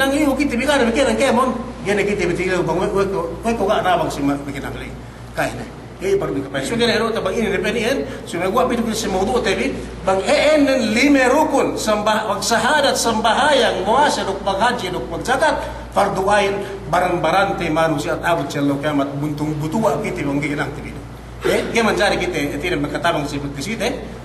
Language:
Yakan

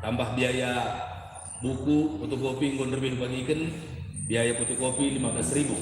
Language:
Batak Karo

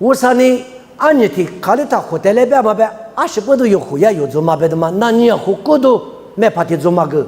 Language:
Lisu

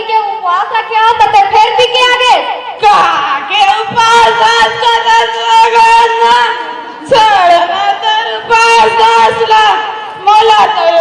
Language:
Chhattisgarhi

